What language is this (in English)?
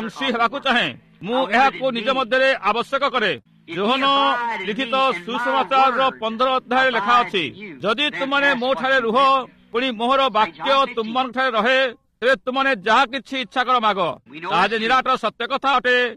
Odia